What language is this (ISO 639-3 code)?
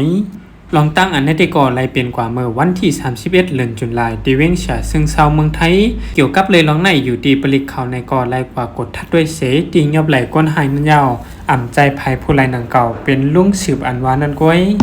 shn